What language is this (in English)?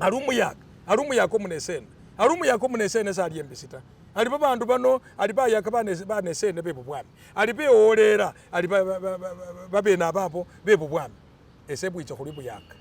Masaaba